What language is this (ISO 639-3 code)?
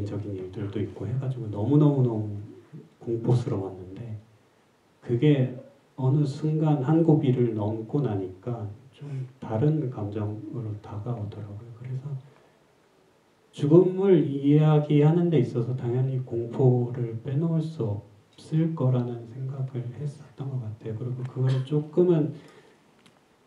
kor